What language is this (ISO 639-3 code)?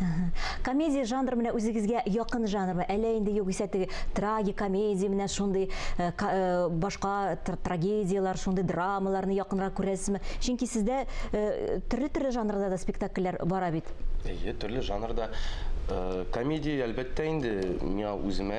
tat